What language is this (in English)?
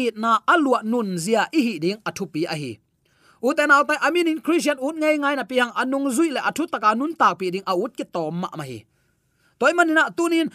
Tedim Chin